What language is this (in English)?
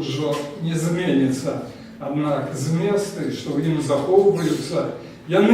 Belarusian